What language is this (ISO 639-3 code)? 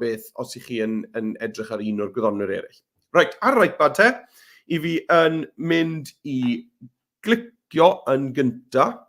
cym